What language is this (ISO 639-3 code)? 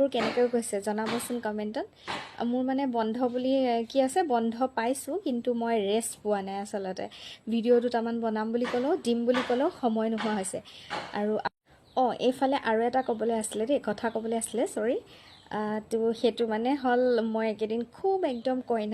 asm